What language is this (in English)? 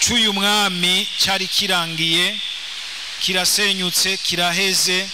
Rundi